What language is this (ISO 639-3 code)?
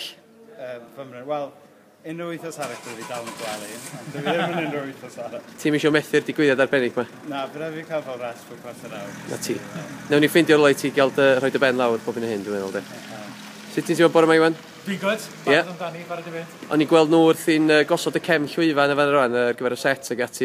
cym